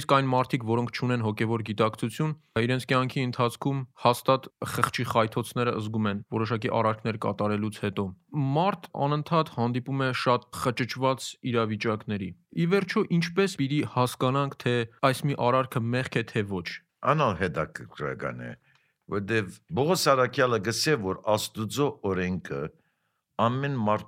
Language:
Armenian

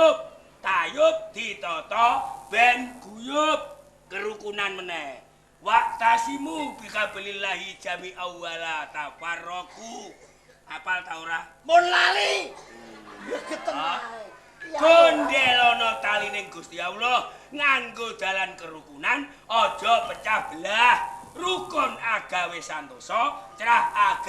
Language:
Javanese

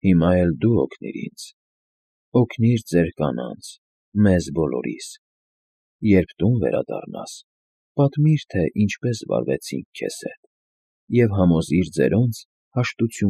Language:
Armenian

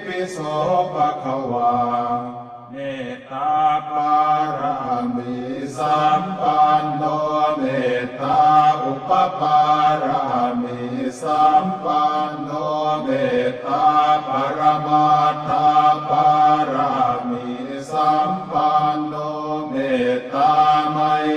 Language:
Pali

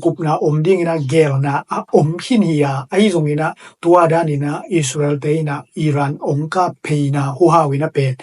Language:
Tedim Chin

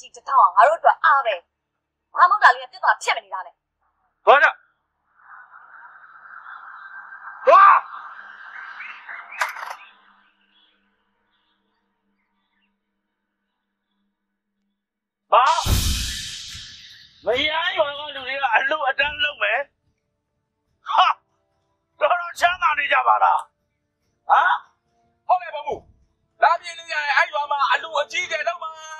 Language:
Burmese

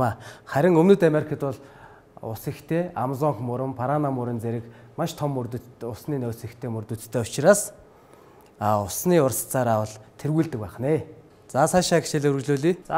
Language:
Mongolian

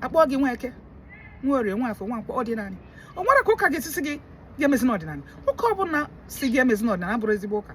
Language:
Igbo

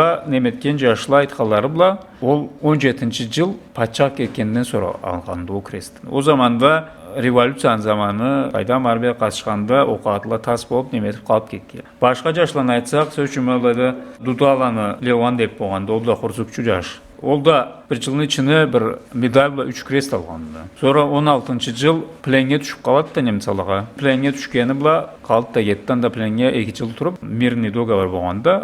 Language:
Karachay-Balkar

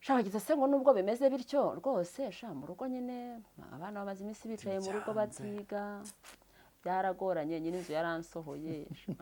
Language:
Kinyarwanda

